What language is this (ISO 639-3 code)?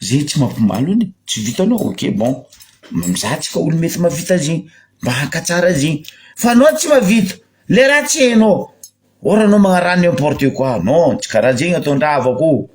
mlg